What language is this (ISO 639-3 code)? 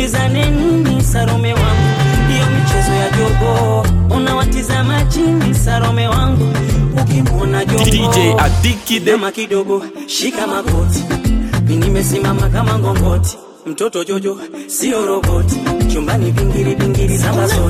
swa